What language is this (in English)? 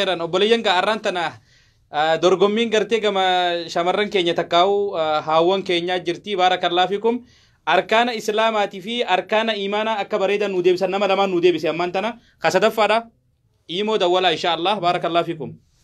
Oromo